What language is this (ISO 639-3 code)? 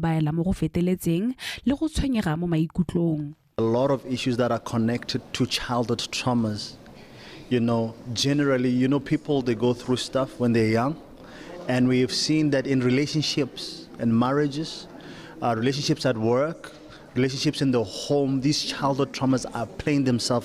tsn